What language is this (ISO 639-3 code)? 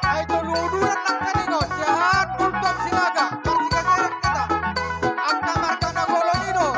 bbc